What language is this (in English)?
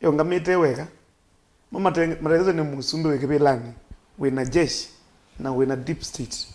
Kamba